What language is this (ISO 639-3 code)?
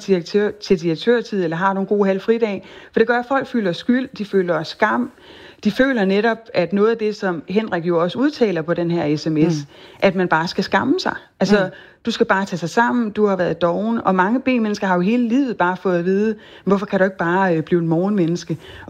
dan